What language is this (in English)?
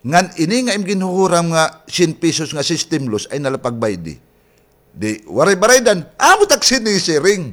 Waray